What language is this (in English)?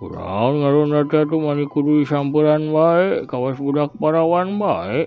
Sundanese